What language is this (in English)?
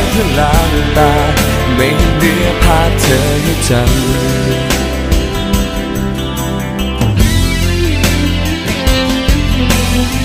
Thai